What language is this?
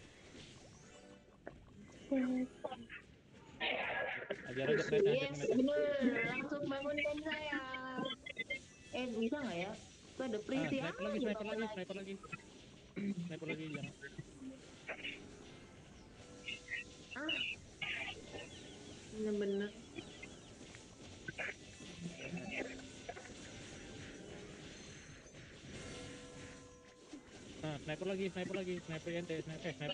Indonesian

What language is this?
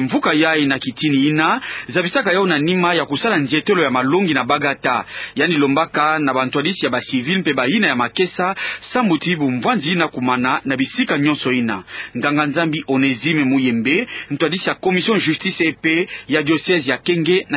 Kituba (Democratic Republic of Congo)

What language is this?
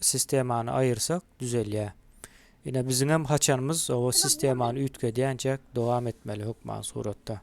Turkmen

